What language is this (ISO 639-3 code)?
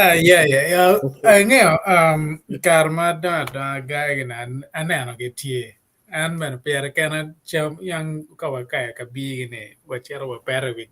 ach